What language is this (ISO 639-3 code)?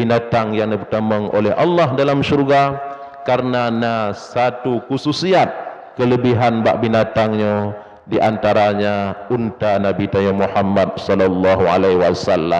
ace